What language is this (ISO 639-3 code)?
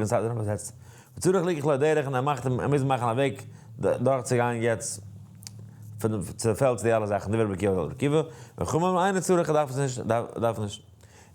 yid